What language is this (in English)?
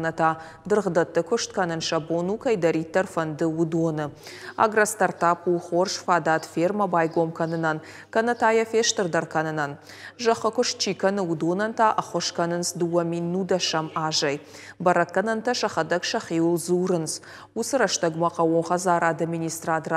Ossetic